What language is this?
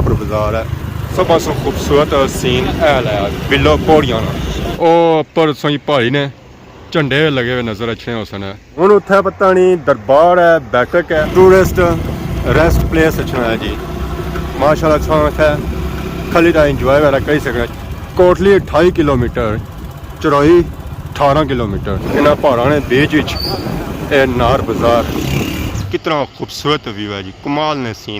Pahari-Potwari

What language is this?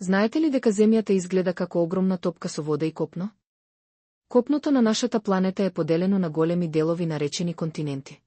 Macedonian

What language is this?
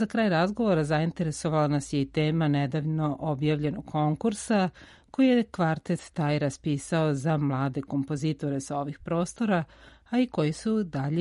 Serbian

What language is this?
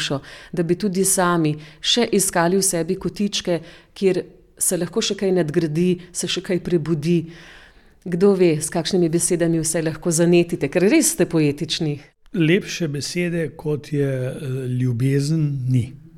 Slovenian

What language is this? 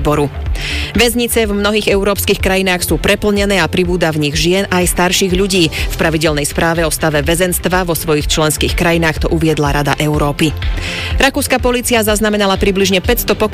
Slovak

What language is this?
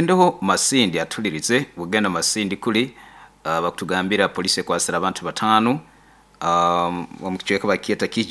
Nyoro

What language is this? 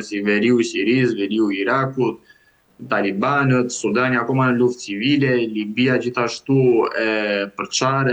Albanian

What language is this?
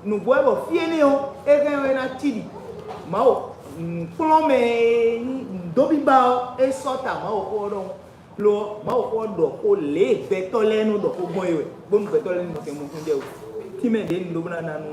Fon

